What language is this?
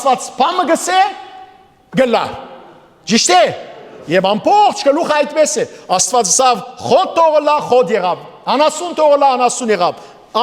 Western Armenian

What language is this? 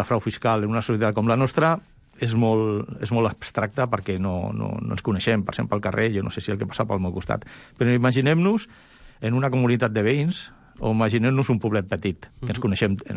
Catalan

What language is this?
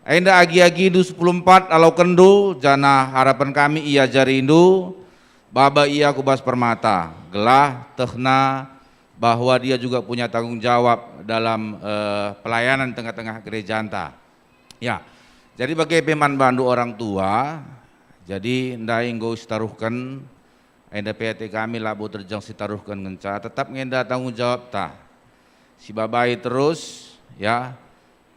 Batak Karo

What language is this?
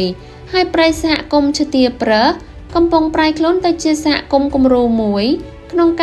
Khmer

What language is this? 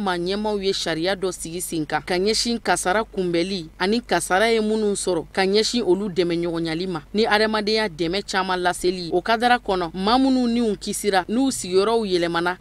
Bambara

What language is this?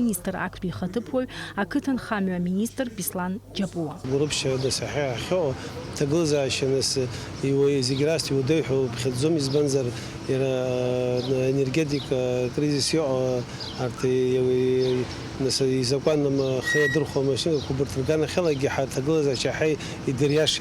Abkhazian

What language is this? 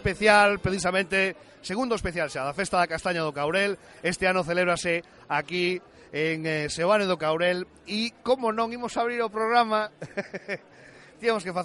Galician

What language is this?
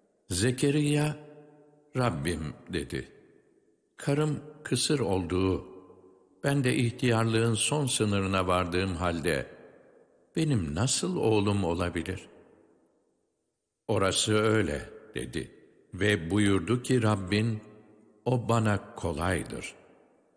Turkish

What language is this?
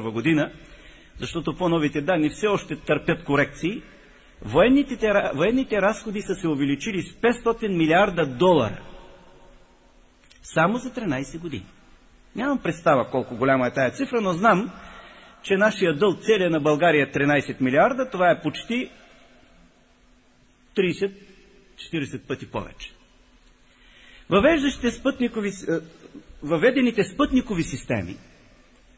Bulgarian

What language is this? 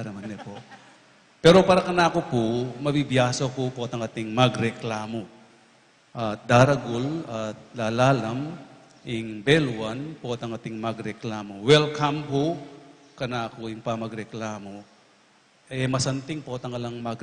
Pampanga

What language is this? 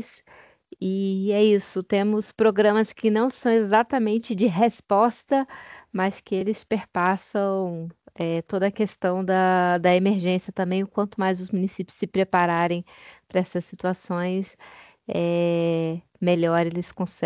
Portuguese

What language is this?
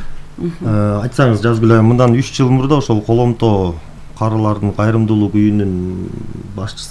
Kyrgyz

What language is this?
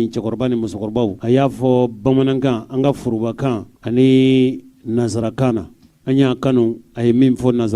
Bambara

